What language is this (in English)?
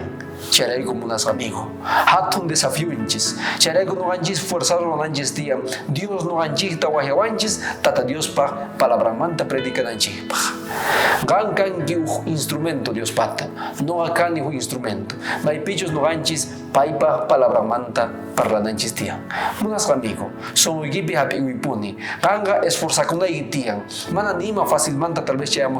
South Bolivian Quechua